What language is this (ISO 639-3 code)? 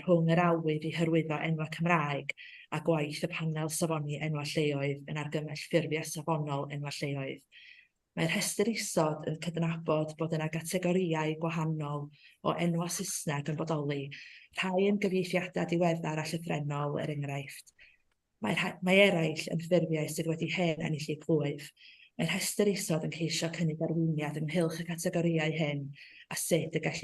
cym